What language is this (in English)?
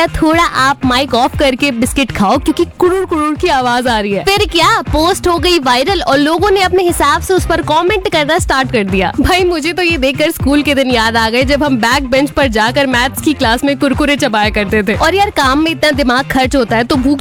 Hindi